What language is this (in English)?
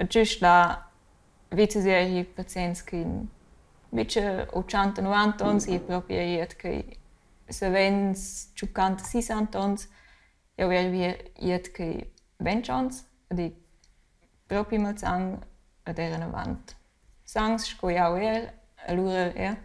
Romansh